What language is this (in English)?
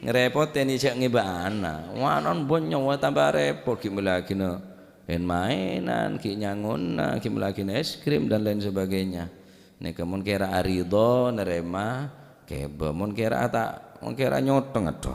Madurese